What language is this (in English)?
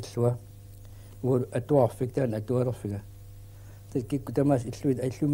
Kalaallisut